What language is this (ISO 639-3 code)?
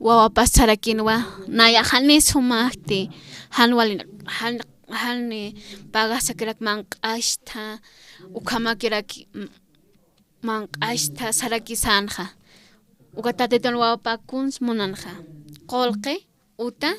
aym